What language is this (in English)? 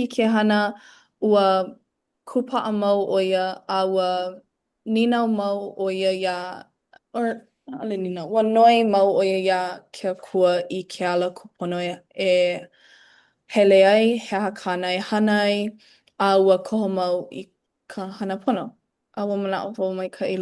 Hawaiian